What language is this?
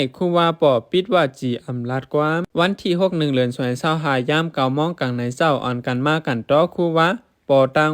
Shan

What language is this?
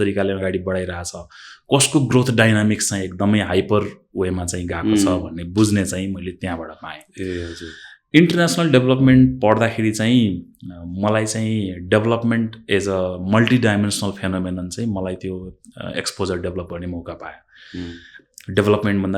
Nepali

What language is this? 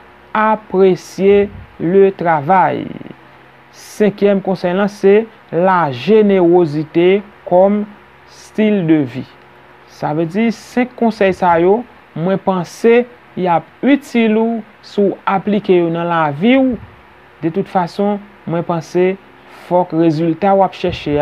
Haitian Creole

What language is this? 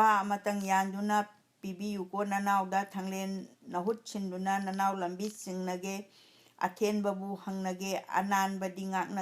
Manipuri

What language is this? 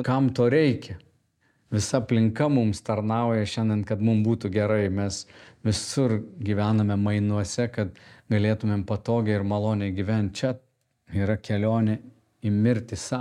Lithuanian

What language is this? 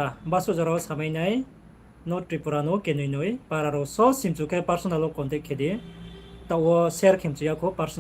Riang (India)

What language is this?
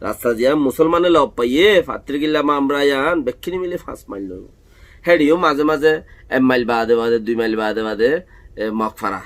Rohingya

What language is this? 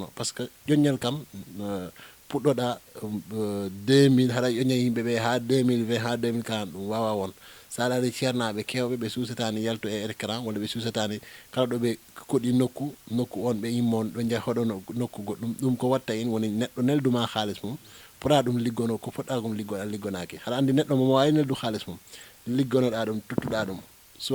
Fula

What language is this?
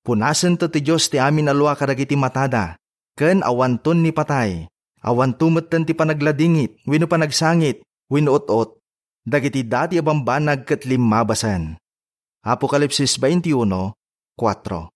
Iloko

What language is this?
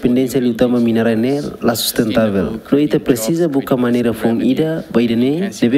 Tetum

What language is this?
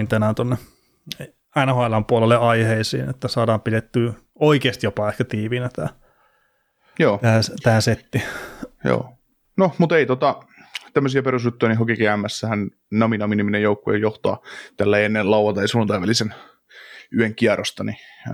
Finnish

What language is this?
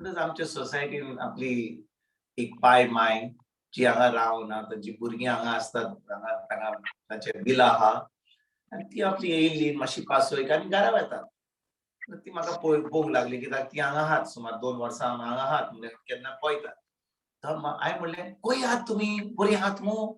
Konkani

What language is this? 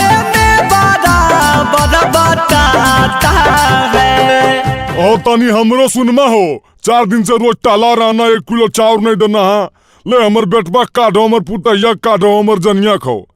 Magahi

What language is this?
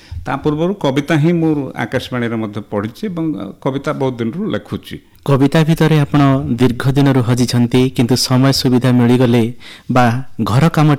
Odia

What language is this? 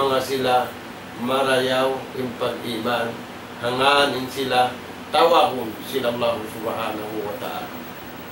Tausug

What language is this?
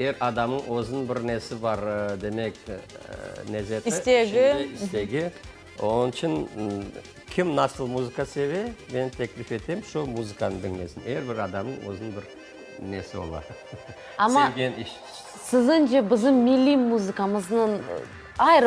Crimean Tatar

